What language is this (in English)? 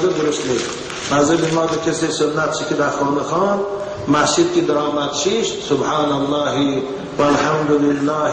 Tajik